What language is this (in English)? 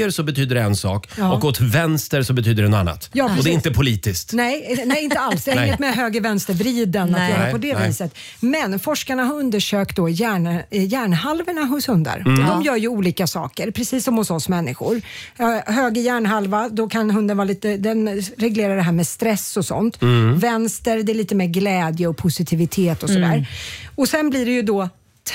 Swedish